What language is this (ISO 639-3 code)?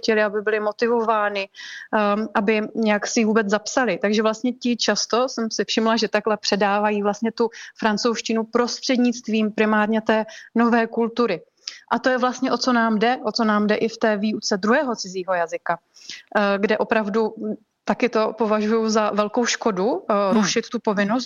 ces